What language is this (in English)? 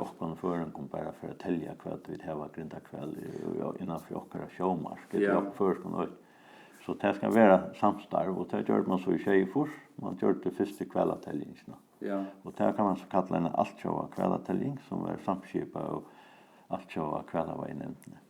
Faroese